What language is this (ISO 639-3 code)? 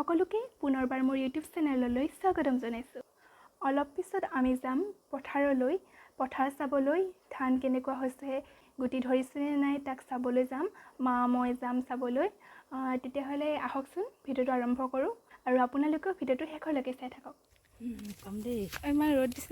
asm